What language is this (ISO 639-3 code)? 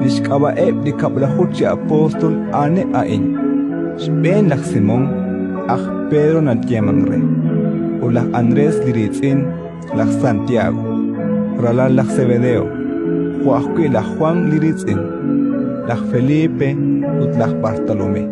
kek